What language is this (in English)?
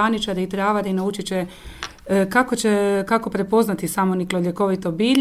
Croatian